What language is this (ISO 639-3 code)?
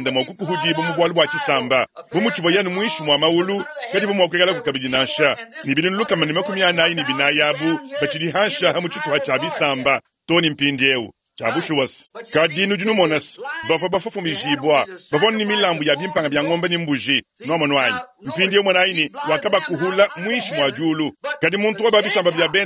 lua